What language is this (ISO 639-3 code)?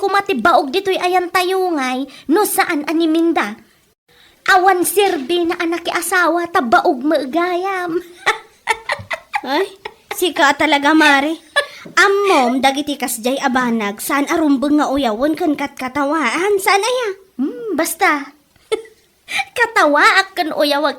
ilo